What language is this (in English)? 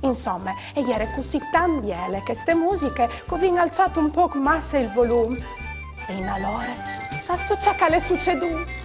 Friulian